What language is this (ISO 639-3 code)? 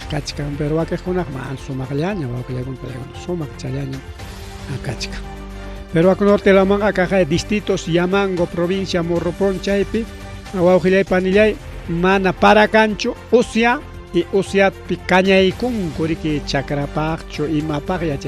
quy